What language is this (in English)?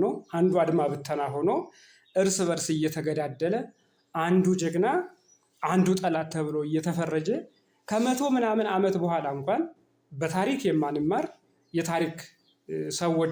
Amharic